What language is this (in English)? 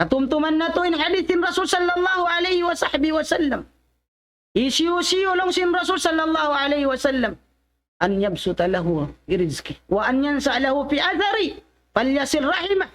Tausug